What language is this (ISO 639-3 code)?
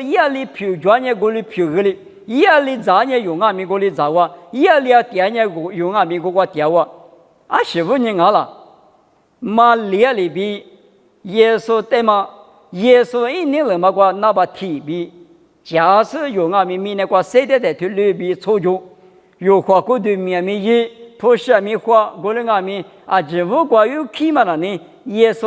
lis